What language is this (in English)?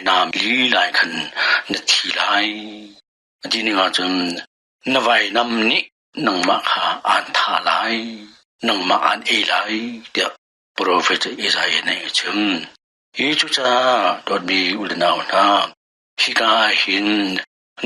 Hakha Chin